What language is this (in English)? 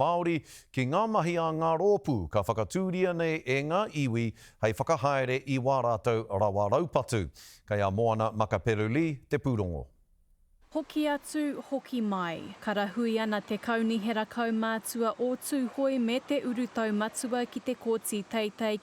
Māori